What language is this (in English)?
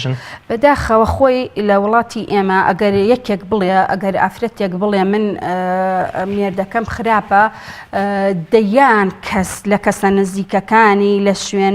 Central Kurdish